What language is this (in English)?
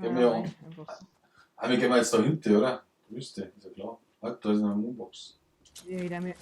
Bavarian